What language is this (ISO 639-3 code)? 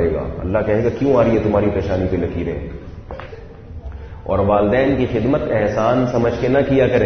urd